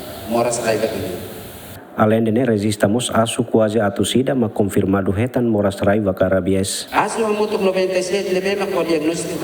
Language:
Tetum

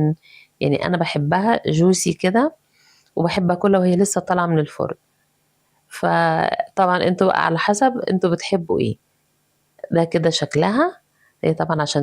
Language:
Egyptian Arabic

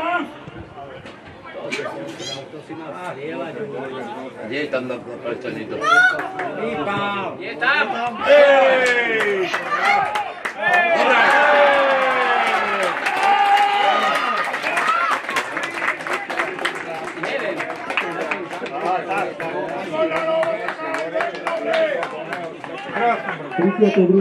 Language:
Slovak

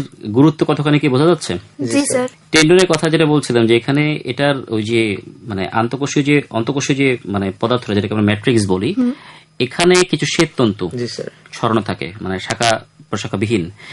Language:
Bangla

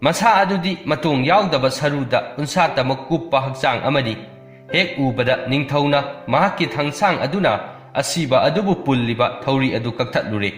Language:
Manipuri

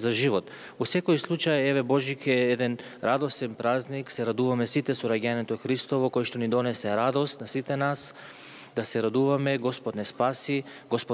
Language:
Macedonian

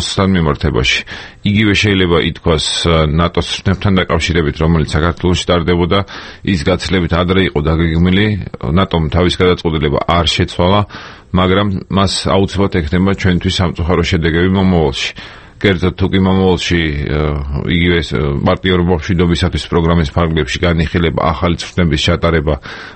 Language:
Georgian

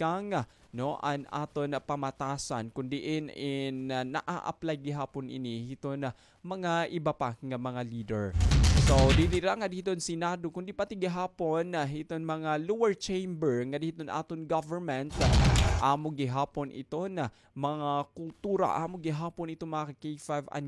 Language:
Waray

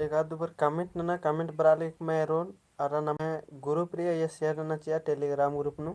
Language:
Kurukh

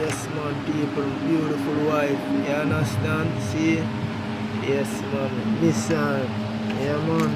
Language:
Jamaican Creole English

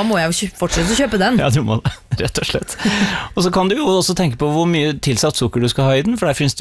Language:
Norwegian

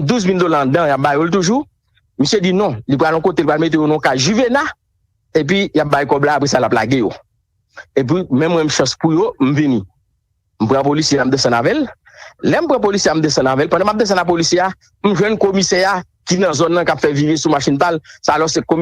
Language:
Haitian Creole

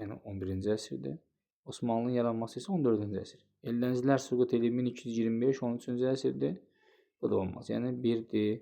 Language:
Azerbaijani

